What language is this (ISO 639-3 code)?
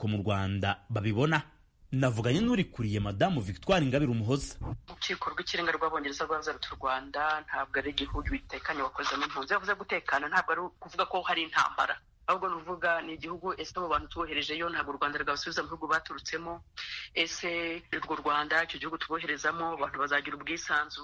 kin